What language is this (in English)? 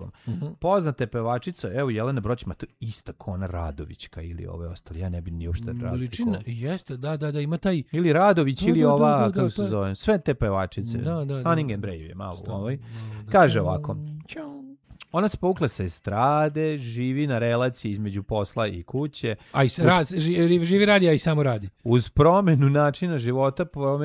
Serbian